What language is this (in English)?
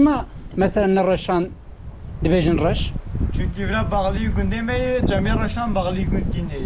Kurdish